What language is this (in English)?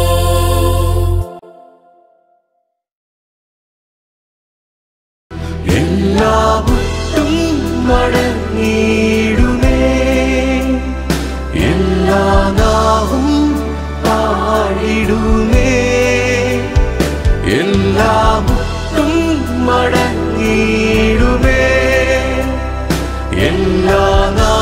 Malayalam